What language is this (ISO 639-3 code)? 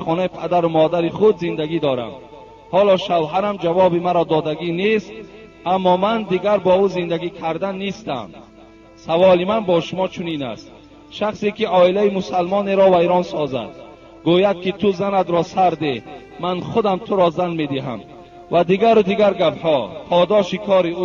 tgk